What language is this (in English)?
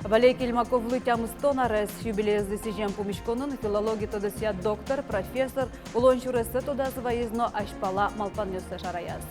Udmurt